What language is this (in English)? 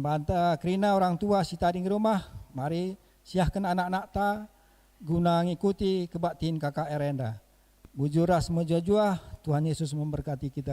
Batak Karo